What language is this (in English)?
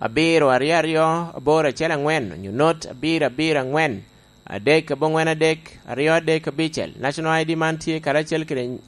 Lango (Uganda)